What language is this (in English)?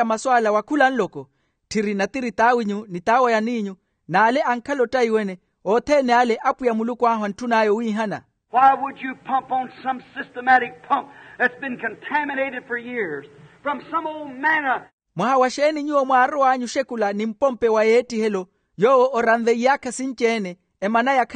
Makhuwa